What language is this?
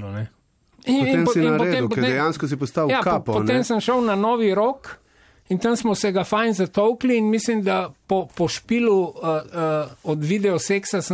Slovenian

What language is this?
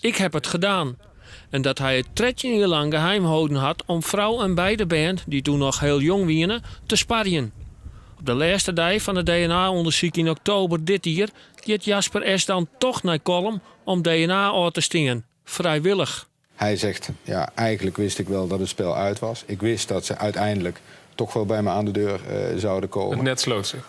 Western Frisian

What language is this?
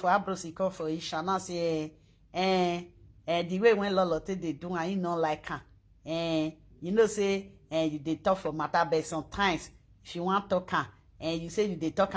Nigerian Pidgin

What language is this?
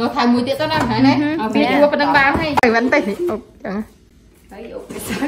Khmer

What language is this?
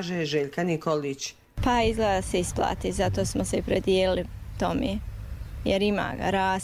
Bosnian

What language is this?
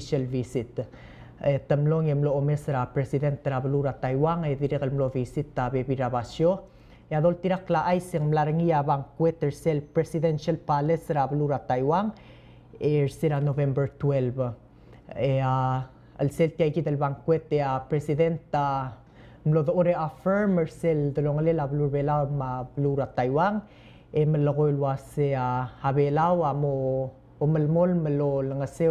Palauan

